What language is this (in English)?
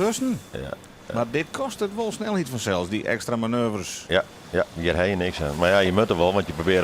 Western Frisian